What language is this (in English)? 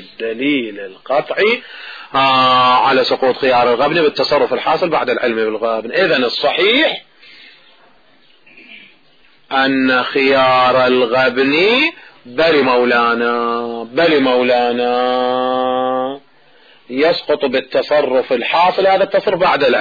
Arabic